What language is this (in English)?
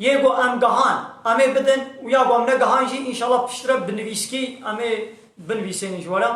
Kurdish